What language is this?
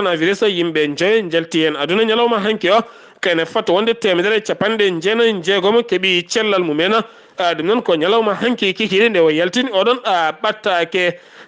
Fula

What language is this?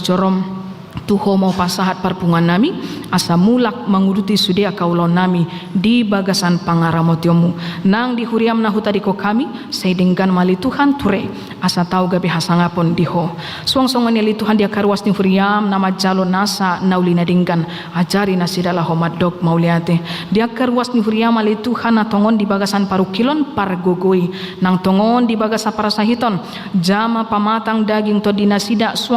Batak Toba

